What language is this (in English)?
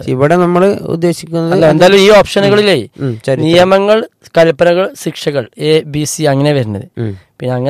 Malayalam